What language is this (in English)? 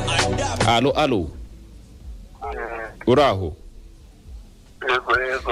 Kinyarwanda